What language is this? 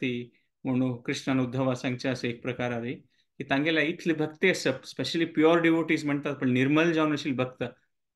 Konkani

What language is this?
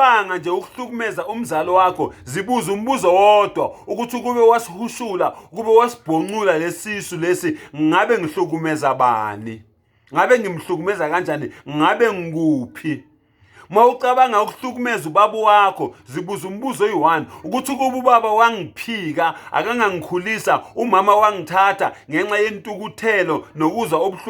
Zulu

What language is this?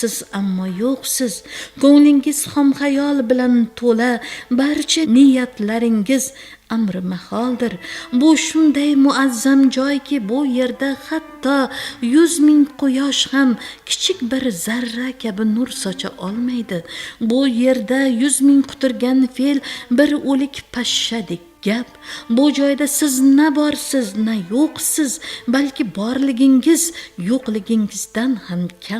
Uzbek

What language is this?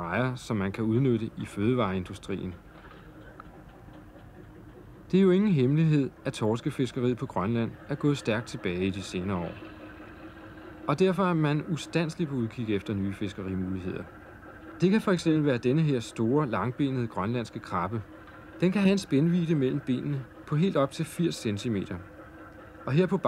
Danish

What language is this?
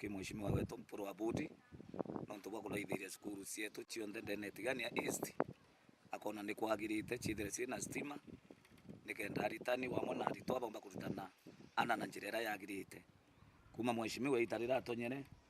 Meru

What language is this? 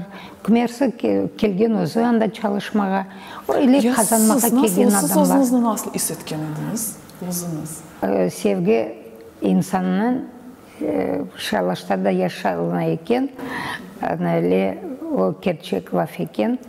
Crimean Tatar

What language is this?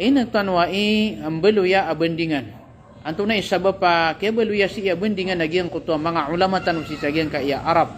Maranao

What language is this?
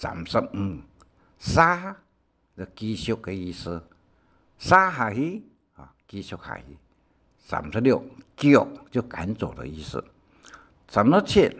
Hakka Chinese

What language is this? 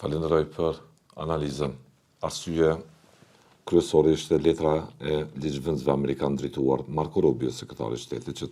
Albanian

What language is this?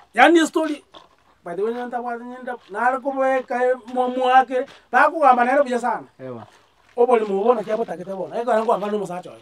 Gusii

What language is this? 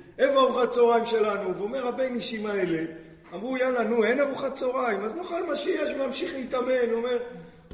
Hebrew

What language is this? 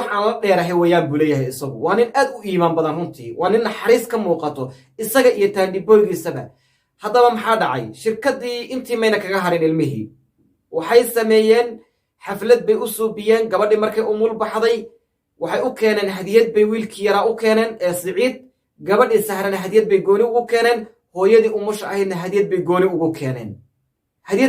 Somali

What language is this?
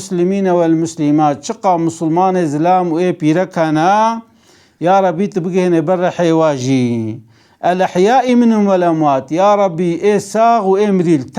Kurdish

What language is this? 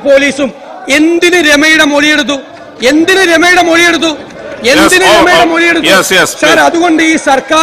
Malayalam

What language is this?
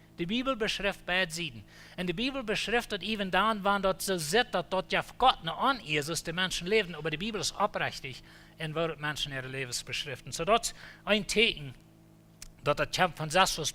Plautdietsch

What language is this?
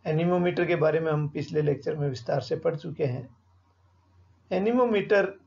Hindi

